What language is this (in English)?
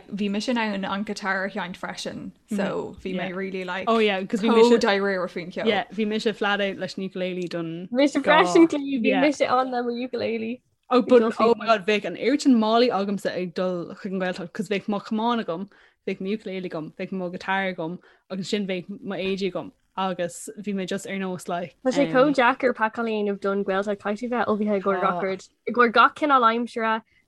Irish